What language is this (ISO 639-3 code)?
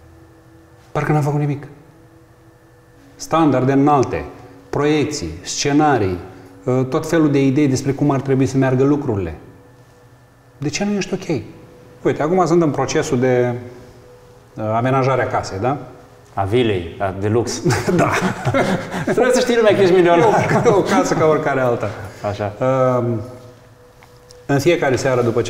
ron